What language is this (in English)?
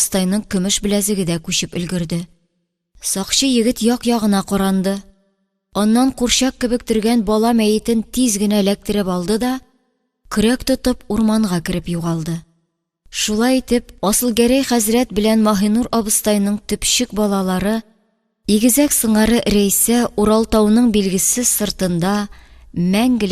Tatar